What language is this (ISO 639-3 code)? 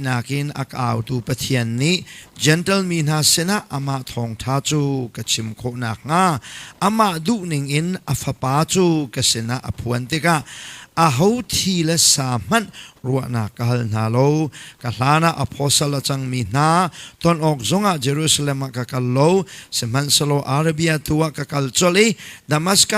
cnh